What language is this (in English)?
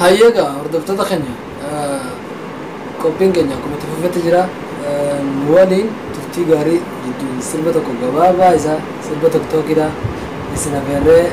Oromo